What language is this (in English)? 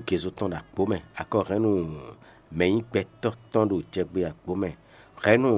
Fon